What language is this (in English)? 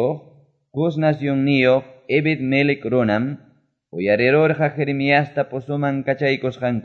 Quechua